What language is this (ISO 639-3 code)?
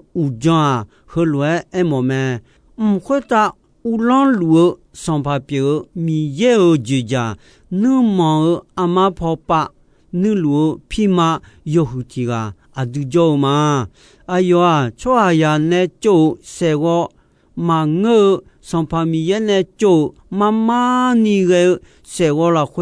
ahk